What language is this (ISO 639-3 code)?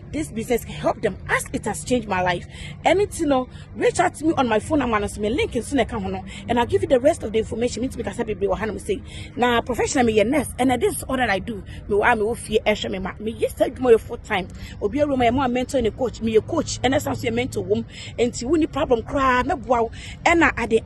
aka